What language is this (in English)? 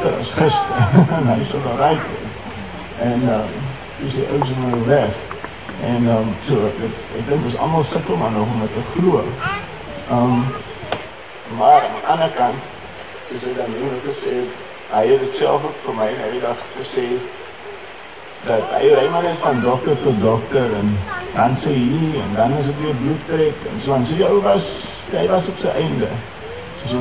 Afrikaans